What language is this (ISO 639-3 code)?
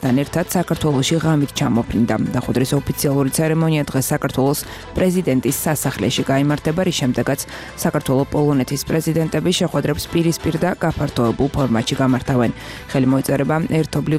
kat